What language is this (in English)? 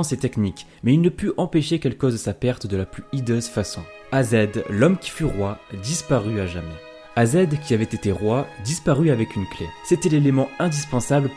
French